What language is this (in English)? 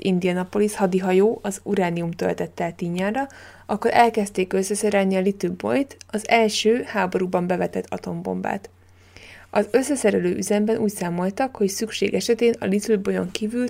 Hungarian